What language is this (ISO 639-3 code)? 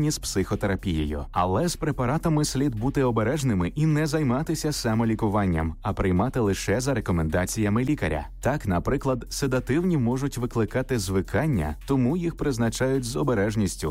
ukr